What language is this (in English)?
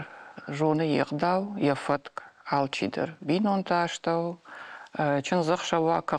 Ossetic